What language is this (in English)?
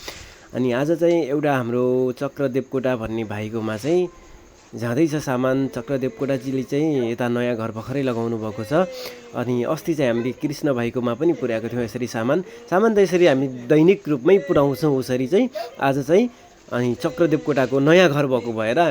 Nepali